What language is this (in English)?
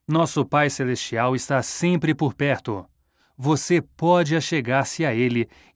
Portuguese